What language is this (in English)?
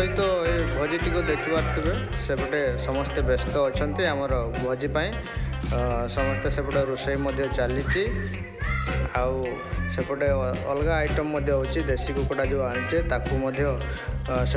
Odia